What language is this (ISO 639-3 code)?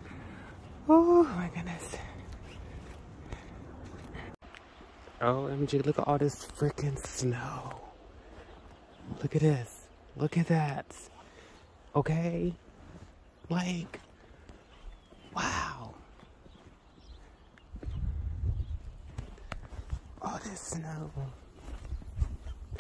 eng